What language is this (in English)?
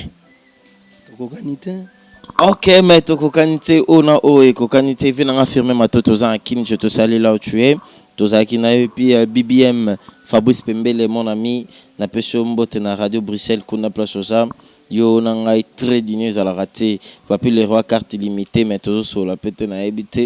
Lingala